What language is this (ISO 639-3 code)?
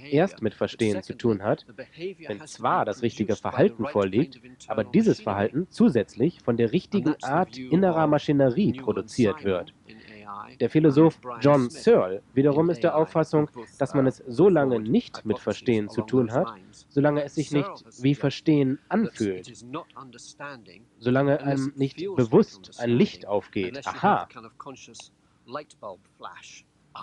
deu